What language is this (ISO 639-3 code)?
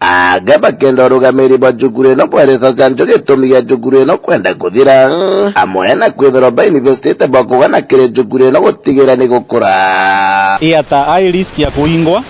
mer